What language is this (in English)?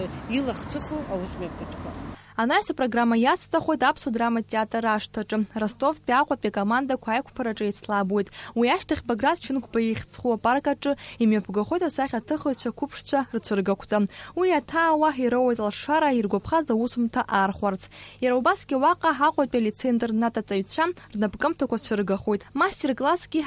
Abkhazian